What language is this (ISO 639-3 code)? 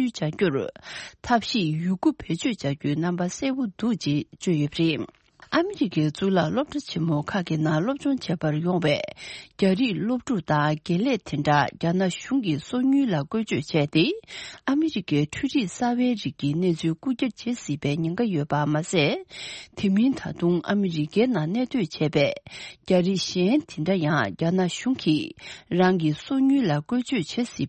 bod